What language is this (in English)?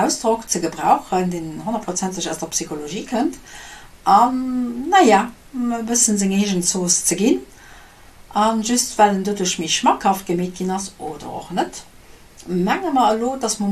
Luxembourgish